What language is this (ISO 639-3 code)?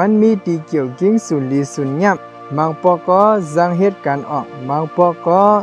shn